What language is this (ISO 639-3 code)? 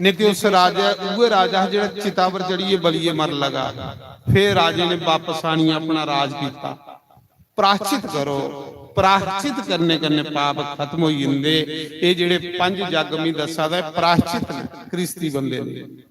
doi